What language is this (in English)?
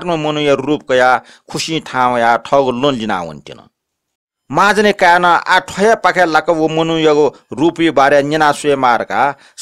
Newari